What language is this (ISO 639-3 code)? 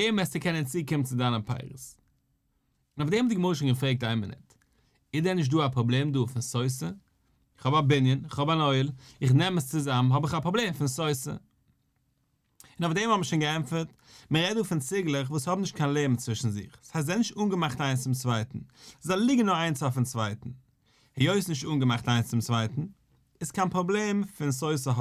yid